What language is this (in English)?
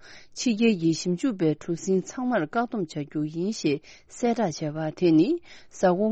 Tibetan